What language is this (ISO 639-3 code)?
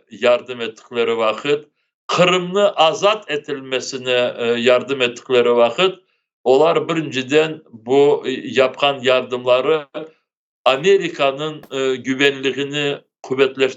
crh